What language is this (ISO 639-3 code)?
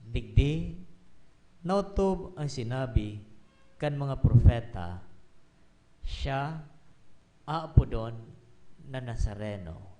bik